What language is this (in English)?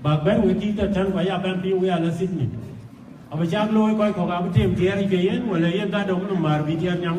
Dinka